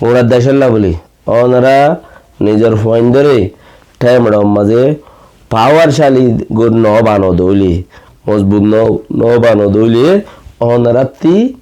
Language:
Rohingya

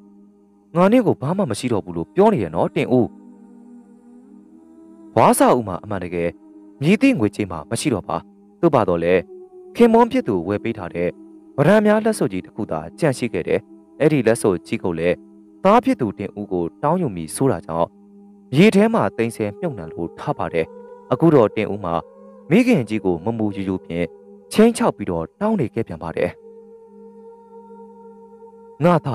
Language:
Burmese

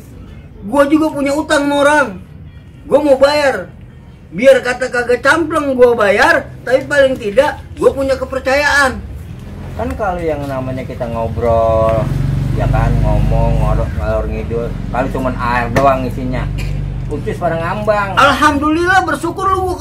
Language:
Betawi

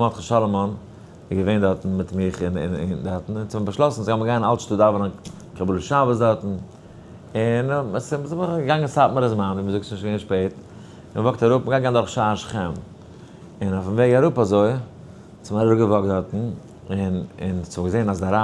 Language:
Yiddish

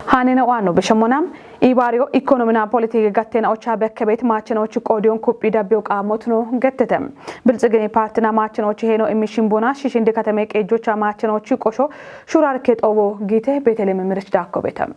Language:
Kafa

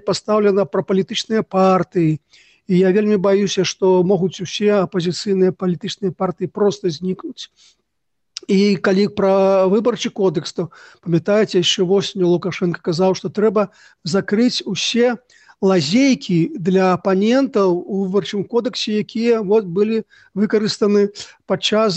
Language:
Belarusian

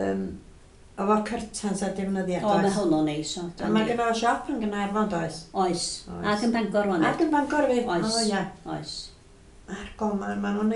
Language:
Welsh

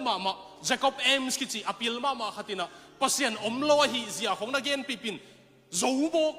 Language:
Tedim Chin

